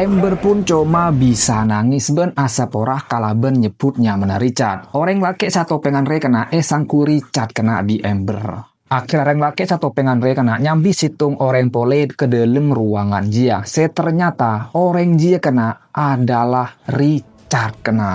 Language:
Madurese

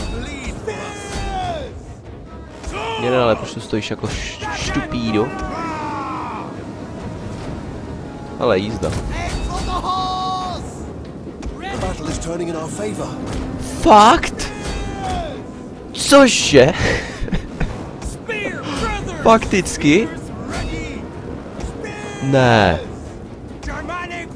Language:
Czech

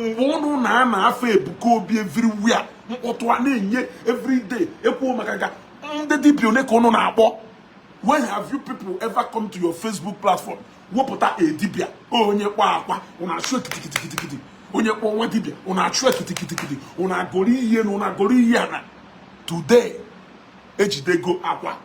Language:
Igbo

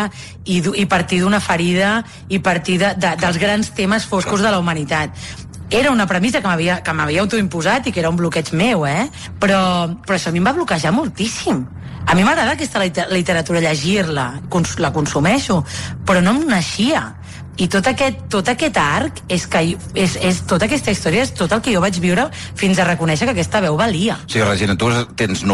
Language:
Catalan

